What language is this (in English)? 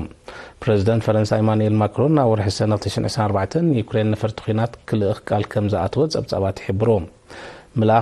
Tigrinya